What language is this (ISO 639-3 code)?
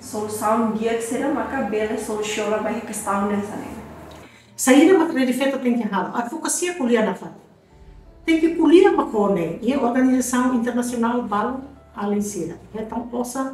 tet